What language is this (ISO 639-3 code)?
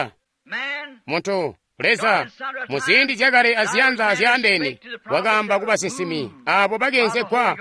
toi